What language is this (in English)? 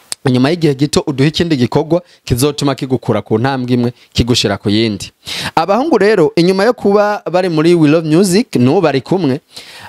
Rundi